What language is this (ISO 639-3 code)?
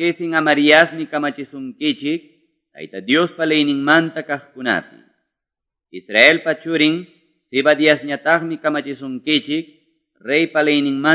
que